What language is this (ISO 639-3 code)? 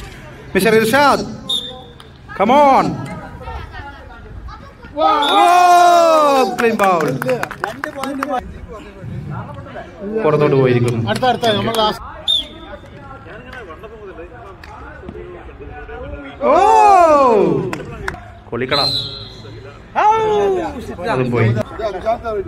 mal